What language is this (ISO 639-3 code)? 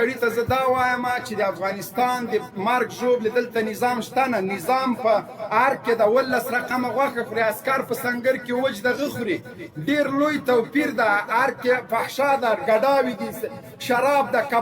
pus